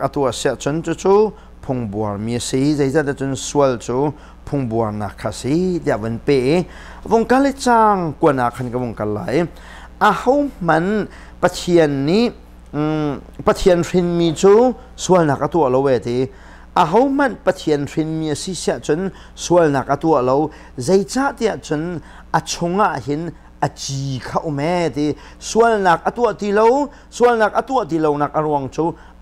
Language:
Hakha Chin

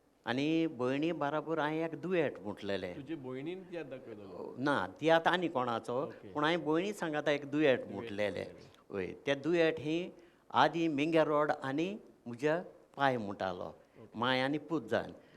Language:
Konkani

